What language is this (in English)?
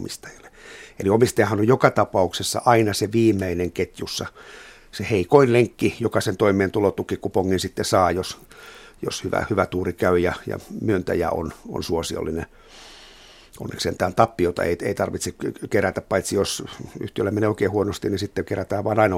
Finnish